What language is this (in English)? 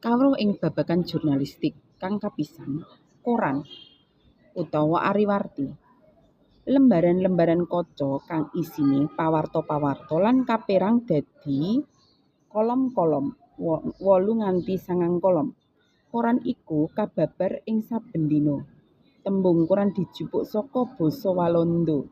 Javanese